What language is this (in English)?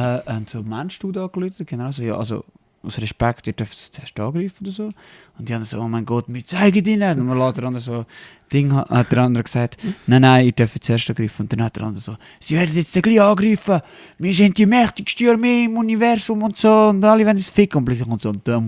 Swiss German